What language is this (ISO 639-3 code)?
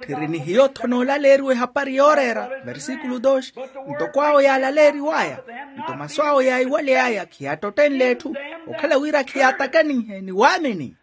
vmw